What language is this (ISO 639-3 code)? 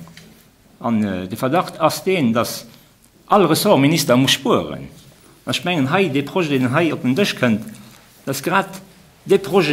ltz